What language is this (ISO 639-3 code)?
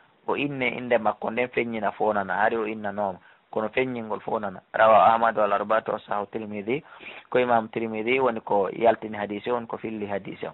ful